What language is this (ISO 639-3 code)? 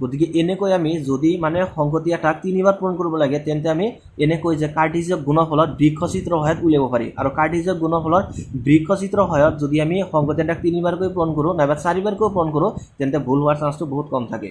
asm